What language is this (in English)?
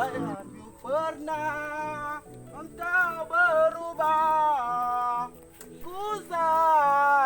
Achinese